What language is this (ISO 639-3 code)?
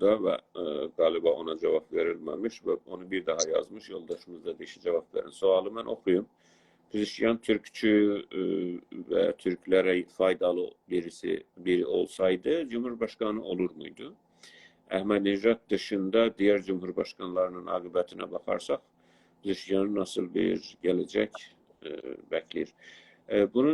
azb